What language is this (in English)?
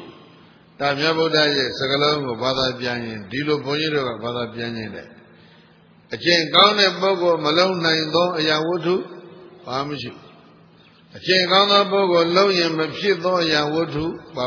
Burmese